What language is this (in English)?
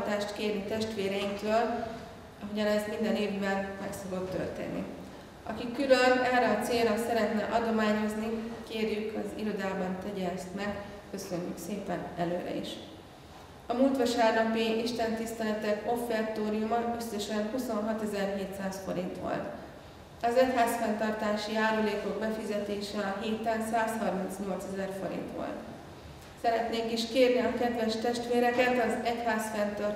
Hungarian